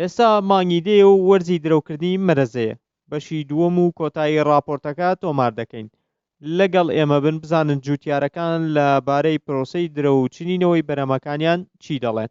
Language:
Central Kurdish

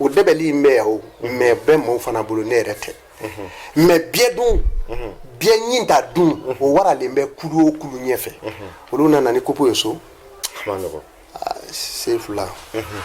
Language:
Bambara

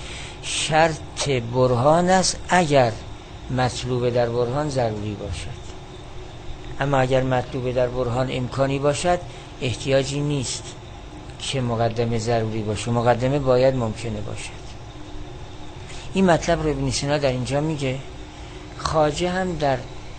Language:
Persian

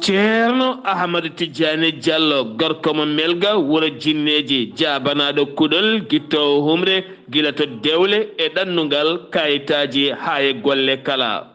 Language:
Fula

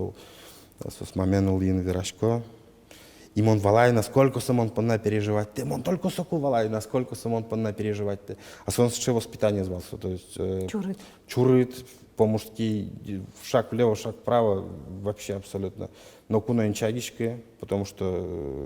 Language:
Udmurt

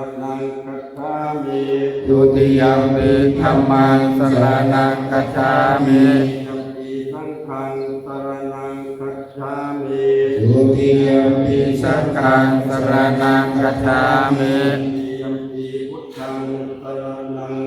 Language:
Pali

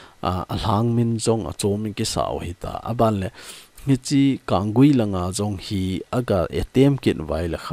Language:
Thado Chin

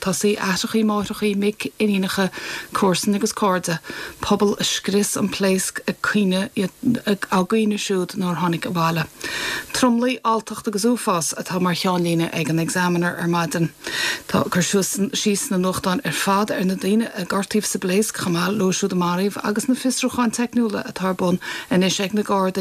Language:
Irish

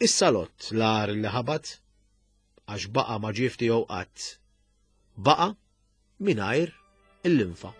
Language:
Maltese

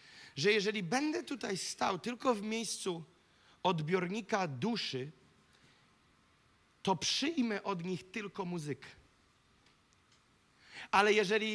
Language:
Polish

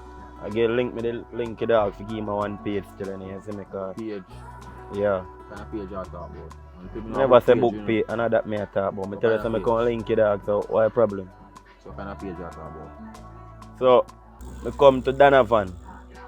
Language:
Jamaican Creole English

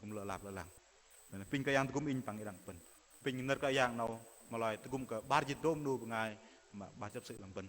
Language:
Bahnar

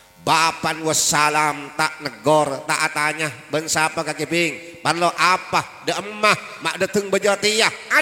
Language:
Madurese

